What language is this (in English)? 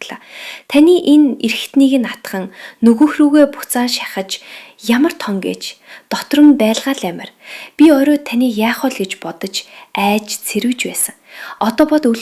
Mongolian